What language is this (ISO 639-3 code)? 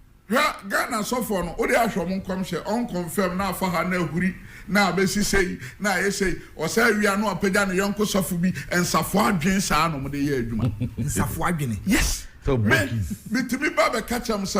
aka